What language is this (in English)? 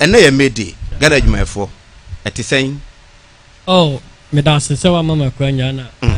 Akan